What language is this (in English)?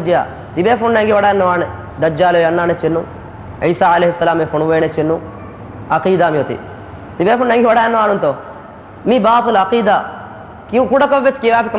Divehi